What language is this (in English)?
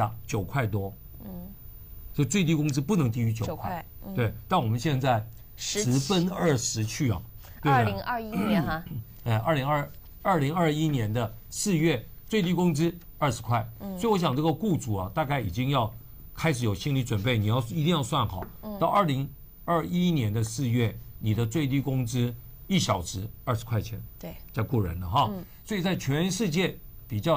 Chinese